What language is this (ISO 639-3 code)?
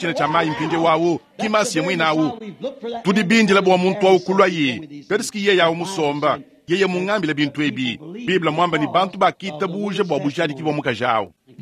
lua